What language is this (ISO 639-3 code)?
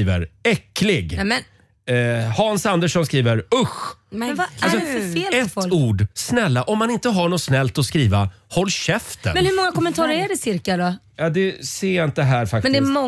swe